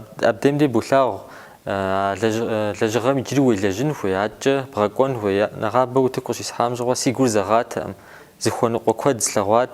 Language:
Kabardian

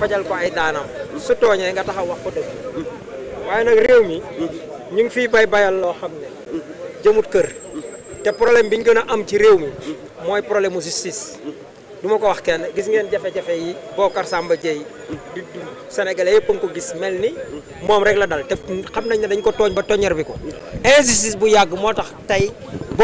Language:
Wolof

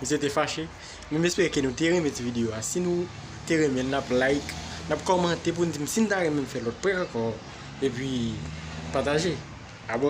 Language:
Haitian Creole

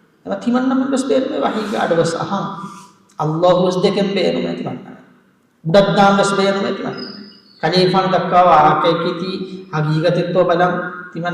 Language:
Divehi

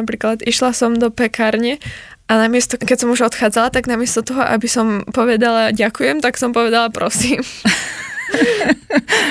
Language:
Slovak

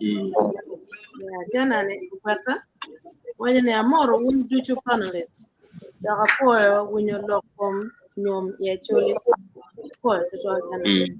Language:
Acoli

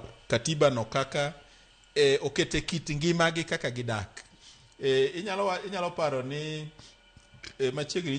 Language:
Luo (Kenya and Tanzania)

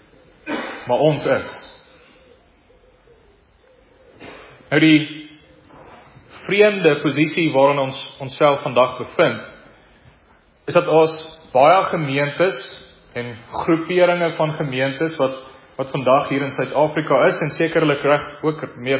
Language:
Afrikaans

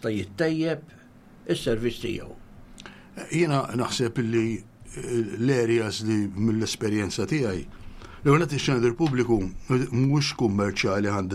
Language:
Maltese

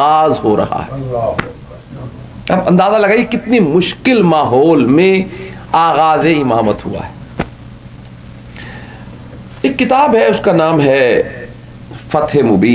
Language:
Urdu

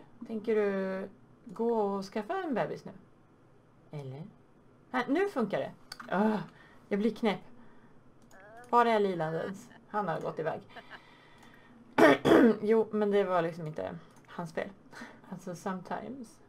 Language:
Swedish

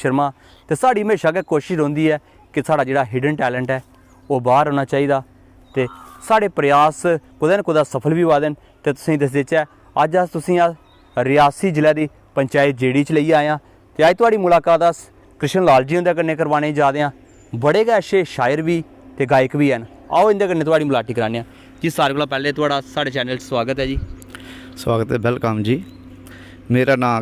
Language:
Dogri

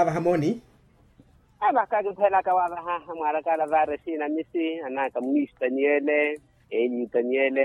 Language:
Makhuwa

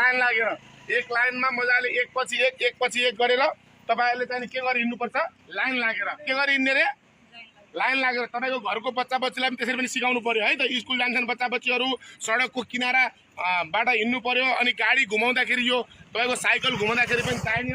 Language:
Nepali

